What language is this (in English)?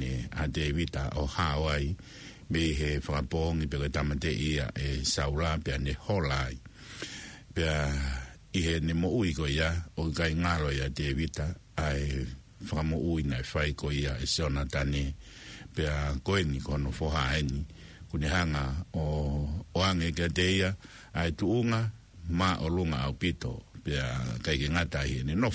Tongan